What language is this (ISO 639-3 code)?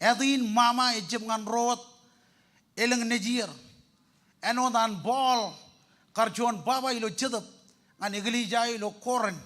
mah